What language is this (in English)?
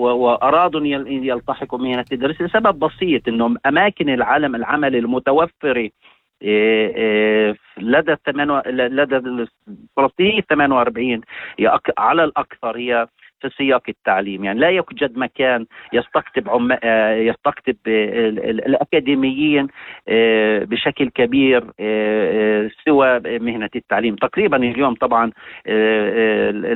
North Levantine Arabic